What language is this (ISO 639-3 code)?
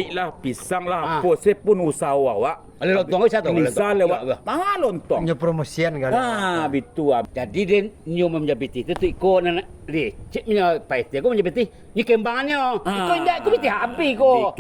min